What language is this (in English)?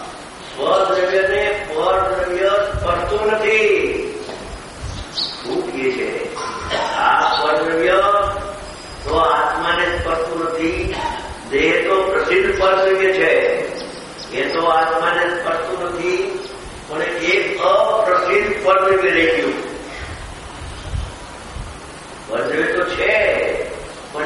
Gujarati